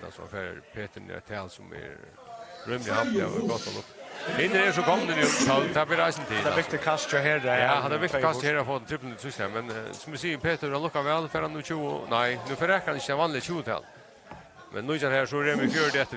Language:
Faroese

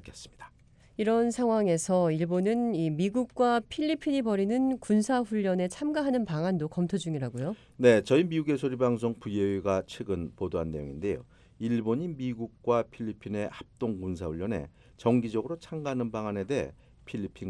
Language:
Korean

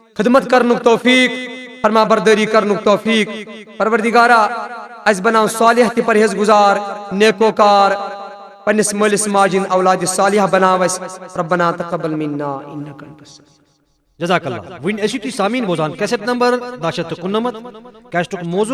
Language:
Kashmiri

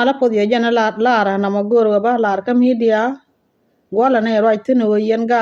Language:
Nuer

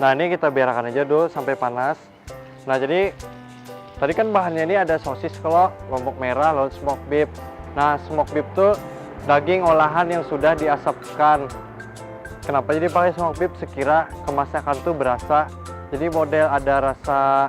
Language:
Banjar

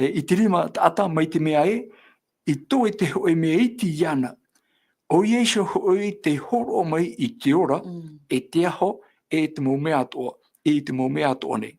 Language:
Tahitian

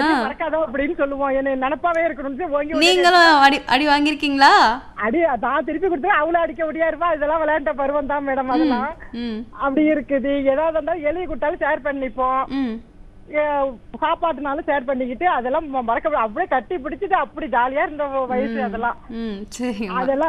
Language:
Tamil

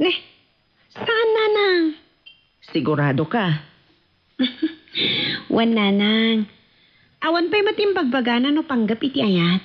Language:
Iloko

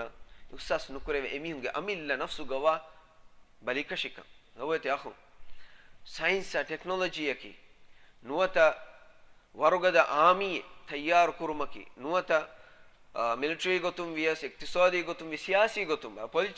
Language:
Divehi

